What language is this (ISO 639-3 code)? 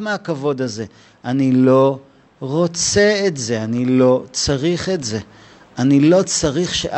heb